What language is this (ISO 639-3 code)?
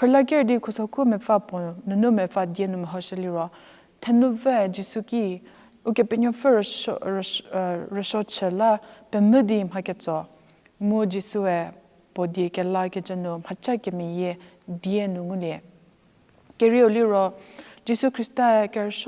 njm